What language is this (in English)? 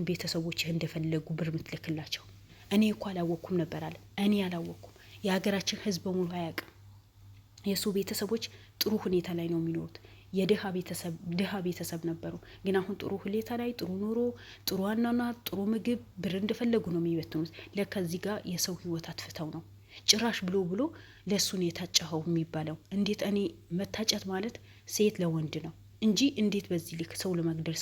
Amharic